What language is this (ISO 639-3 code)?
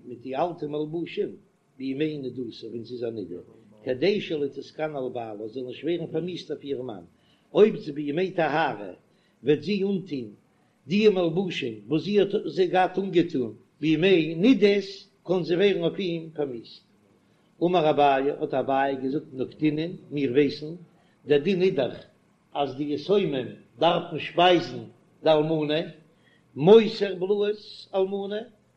yid